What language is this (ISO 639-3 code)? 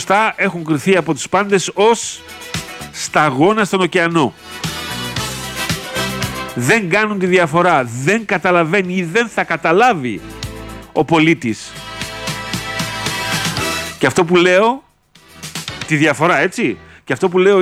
ell